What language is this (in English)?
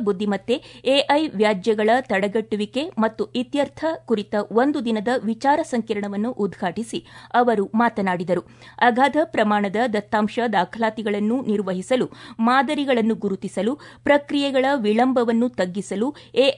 Kannada